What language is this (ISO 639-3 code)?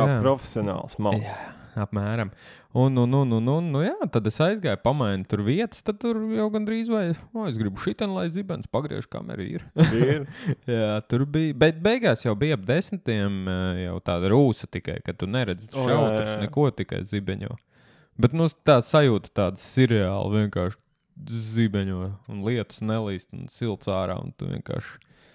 lav